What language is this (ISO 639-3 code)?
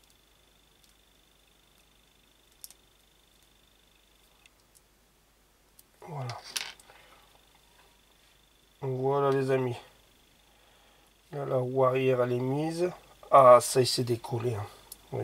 fra